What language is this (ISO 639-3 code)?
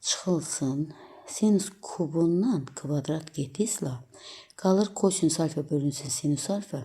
aze